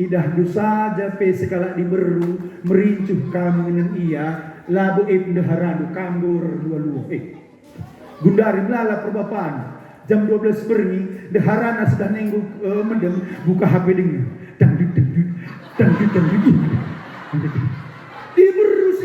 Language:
Batak Karo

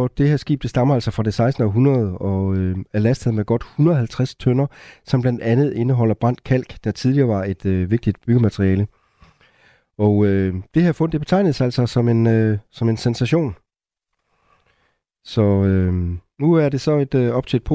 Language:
Danish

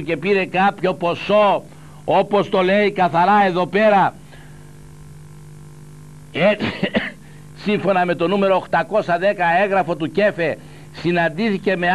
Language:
Greek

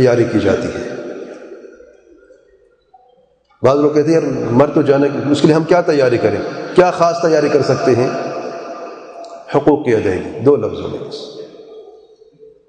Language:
Urdu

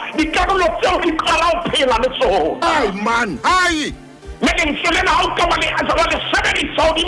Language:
Southern Sotho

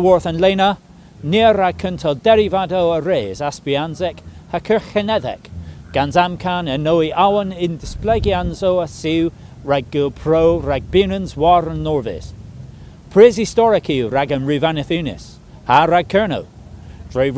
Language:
Cornish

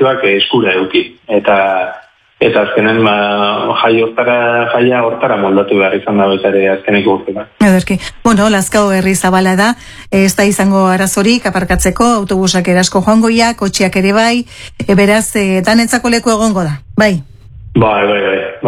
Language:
Basque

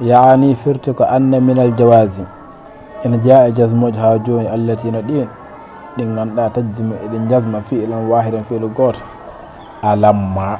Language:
Fula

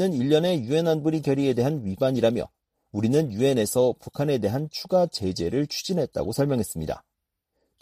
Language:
Korean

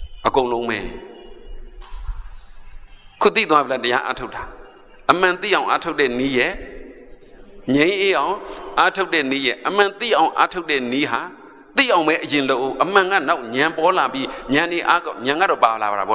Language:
Burmese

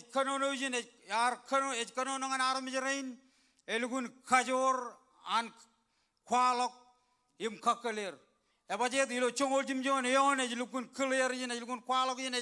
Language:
Marshallese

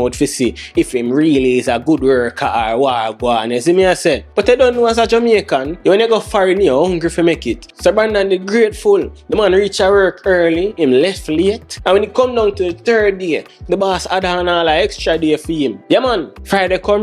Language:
Jamaican Creole English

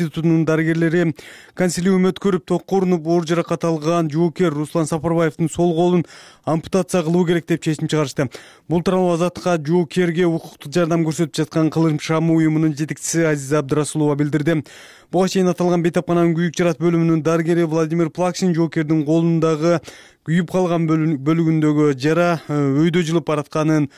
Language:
Kyrgyz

